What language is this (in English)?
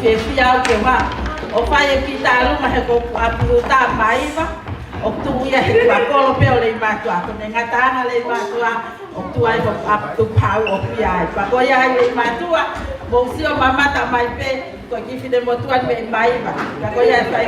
Tongan